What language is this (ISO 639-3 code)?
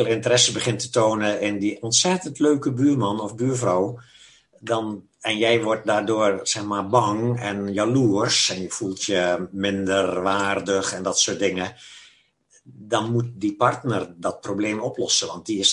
nld